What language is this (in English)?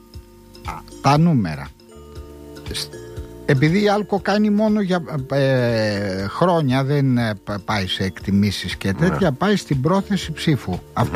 Greek